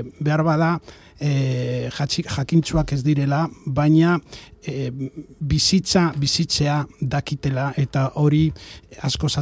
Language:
Basque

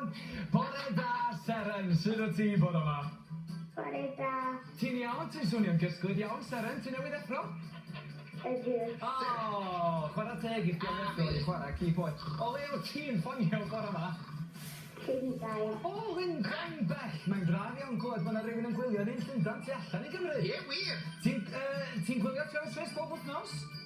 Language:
Welsh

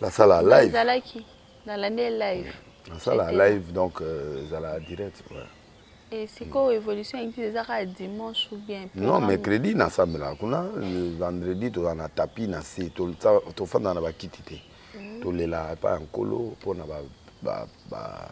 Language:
Lingala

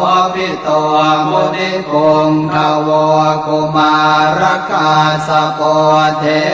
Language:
Pali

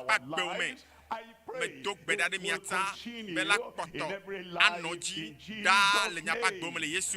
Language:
Ewe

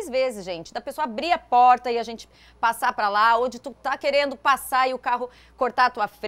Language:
Portuguese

